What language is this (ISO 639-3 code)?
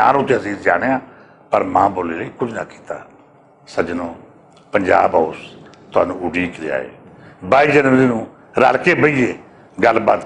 lah